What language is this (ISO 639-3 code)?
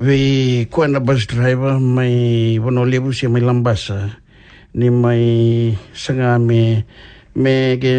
fij